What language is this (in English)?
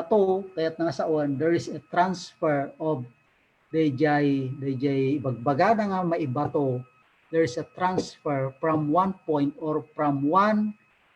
Iloko